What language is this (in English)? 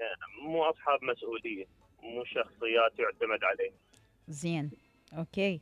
Mesopotamian Arabic